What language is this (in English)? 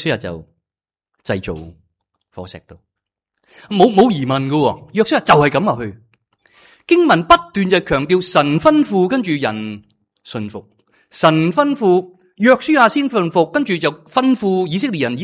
Cantonese